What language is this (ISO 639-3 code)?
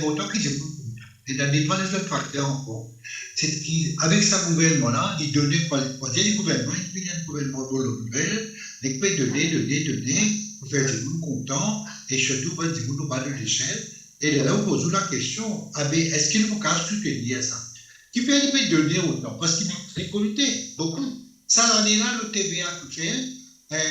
mfe